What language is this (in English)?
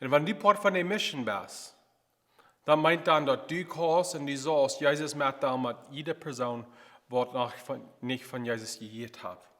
Plautdietsch